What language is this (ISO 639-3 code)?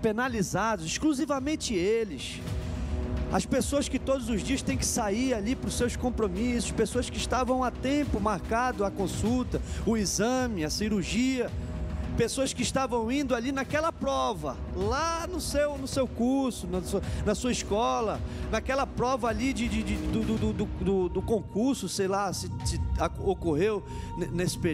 por